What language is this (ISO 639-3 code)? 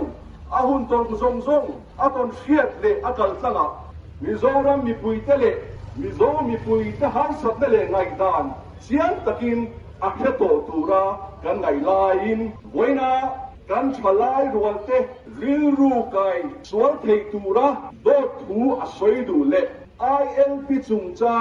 lus